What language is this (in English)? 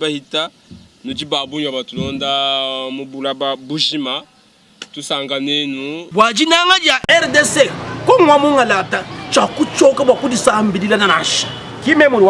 Luba-Lulua